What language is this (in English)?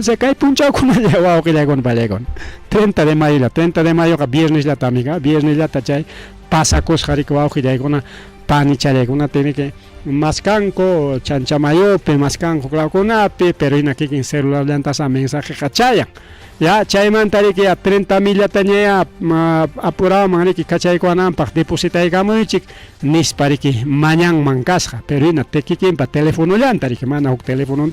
Ayacucho Quechua